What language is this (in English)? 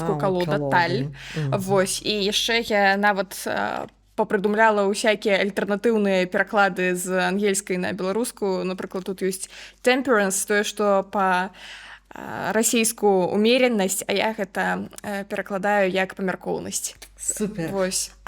Belarusian